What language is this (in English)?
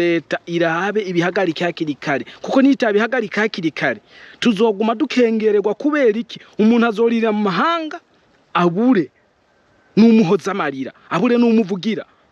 Rundi